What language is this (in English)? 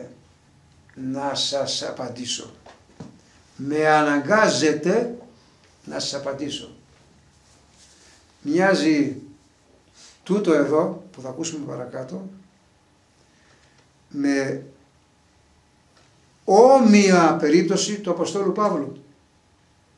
Greek